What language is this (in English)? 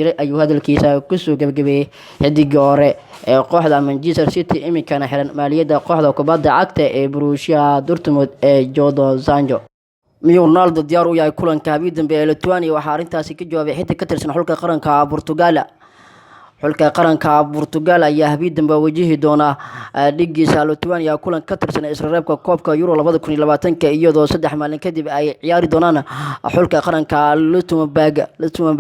Somali